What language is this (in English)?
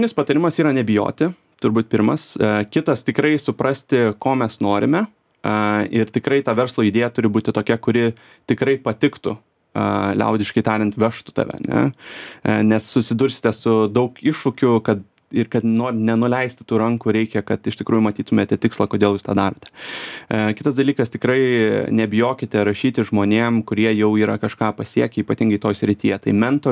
Lithuanian